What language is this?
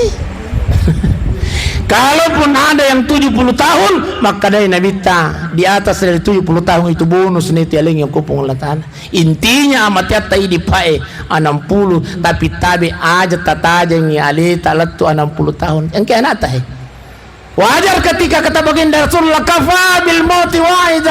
Buginese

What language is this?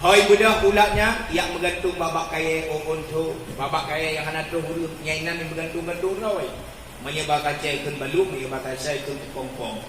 Achinese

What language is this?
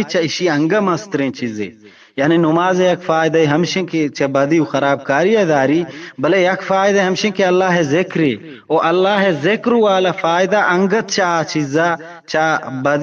Eastern Balochi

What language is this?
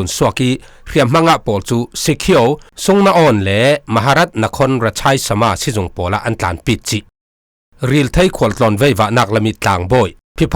Falam Chin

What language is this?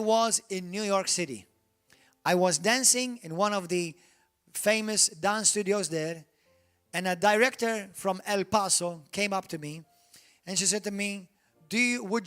English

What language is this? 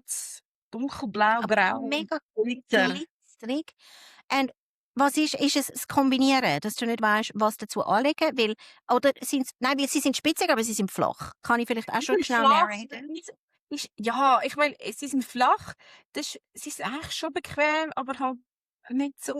Swiss German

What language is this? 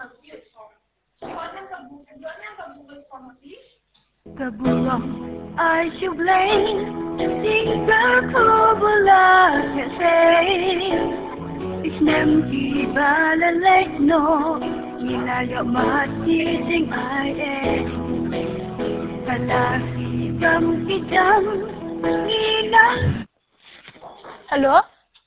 Khasi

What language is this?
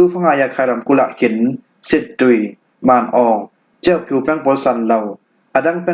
Falam Chin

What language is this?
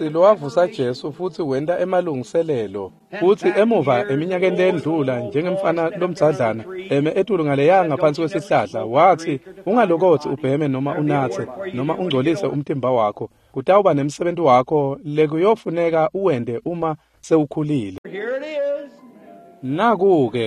Swati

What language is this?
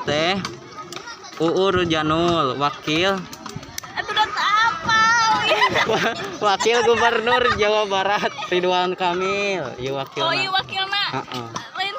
Sundanese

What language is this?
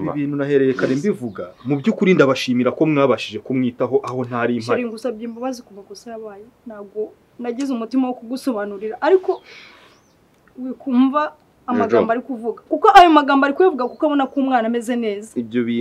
Kinyarwanda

